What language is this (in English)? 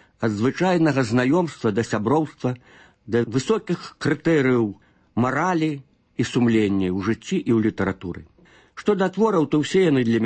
Belarusian